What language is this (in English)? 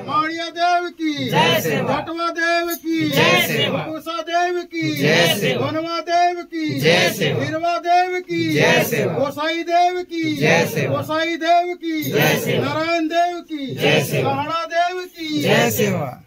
Chhattisgarhi